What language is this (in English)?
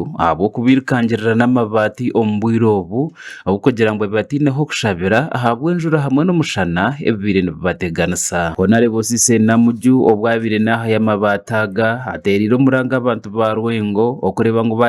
Nyankole